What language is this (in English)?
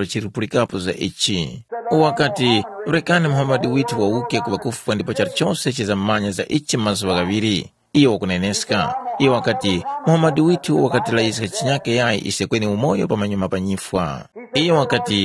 Tumbuka